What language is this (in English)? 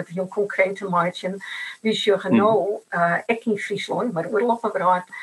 Western Frisian